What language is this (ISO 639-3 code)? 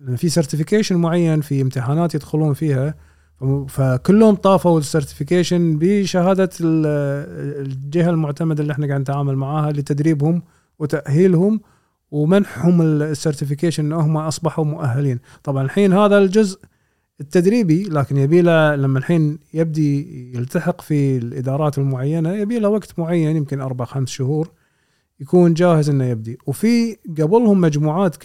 afb